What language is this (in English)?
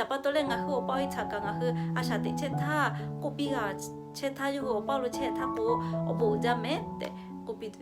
Lahu